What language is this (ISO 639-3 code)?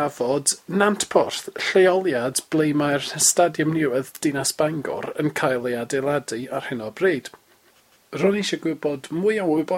cym